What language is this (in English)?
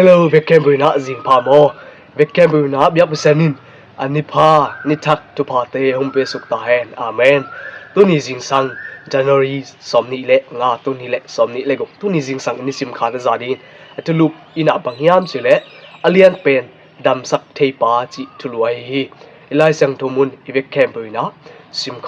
Tedim Chin